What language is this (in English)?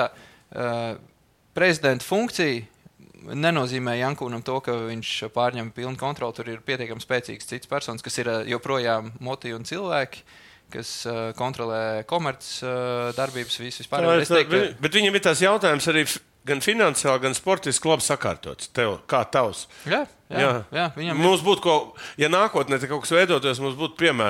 Latvian